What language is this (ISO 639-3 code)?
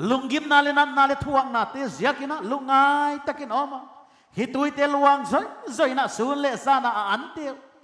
pck